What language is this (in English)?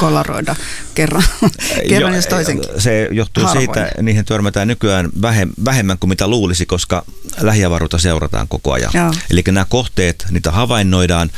Finnish